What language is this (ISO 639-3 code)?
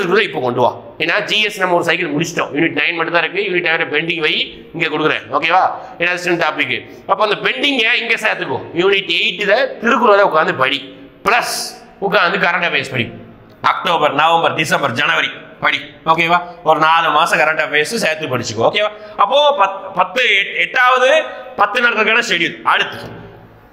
tam